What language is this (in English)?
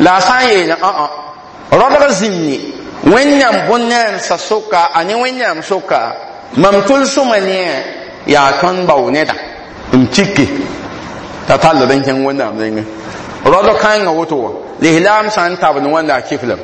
Mossi